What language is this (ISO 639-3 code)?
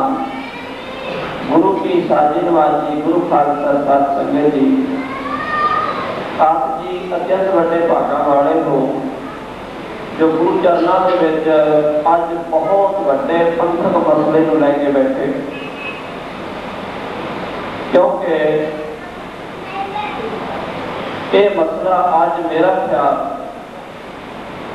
pan